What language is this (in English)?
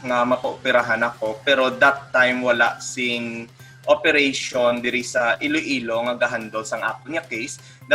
Hiligaynon